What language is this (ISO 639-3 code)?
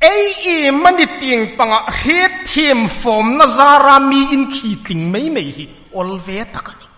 hmr